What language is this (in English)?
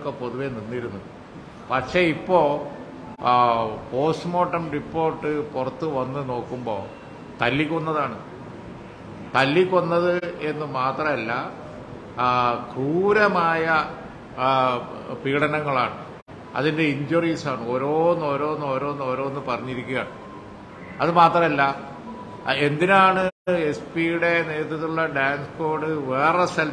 Malayalam